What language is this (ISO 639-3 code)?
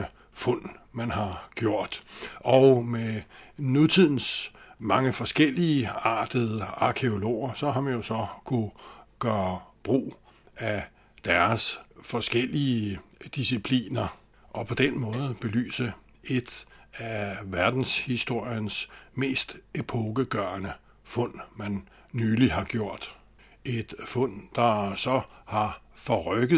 dan